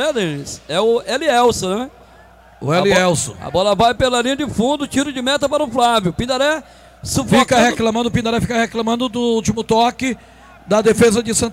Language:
Portuguese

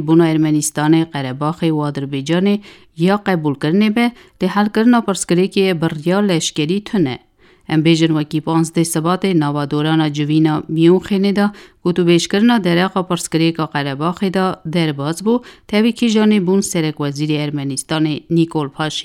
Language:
Kurdish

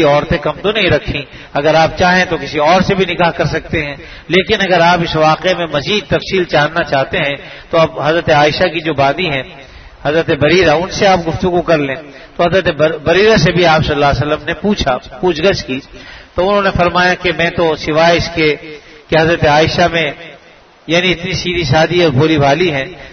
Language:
Urdu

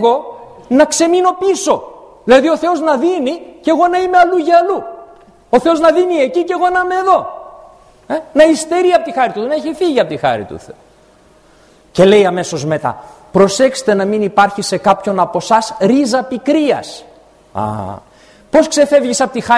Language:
Greek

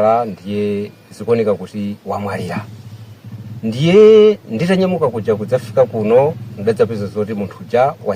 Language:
Nyanja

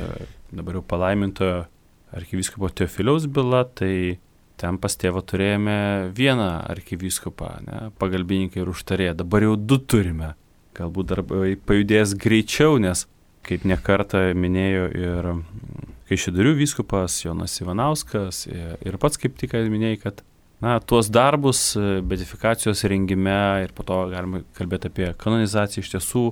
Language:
Lithuanian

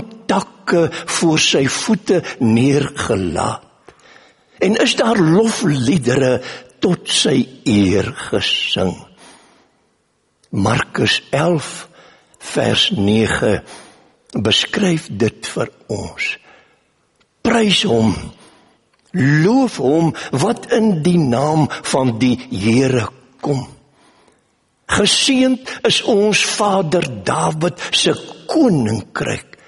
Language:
Afrikaans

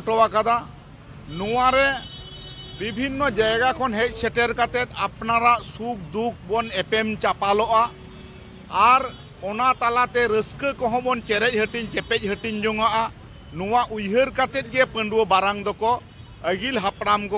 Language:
Santali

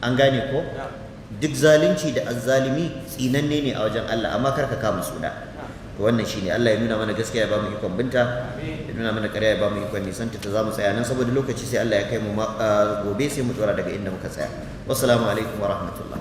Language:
Hausa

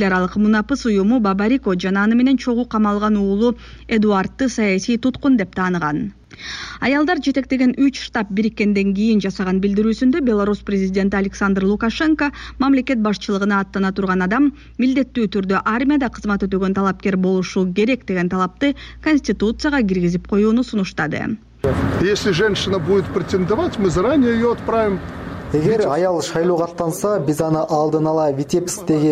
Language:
Kyrgyz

